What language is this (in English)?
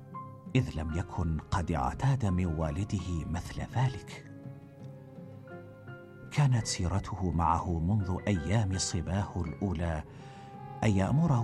Arabic